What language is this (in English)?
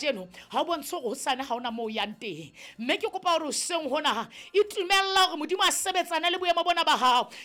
Southern Sotho